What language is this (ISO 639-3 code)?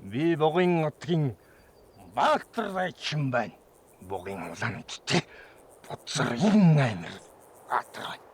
mon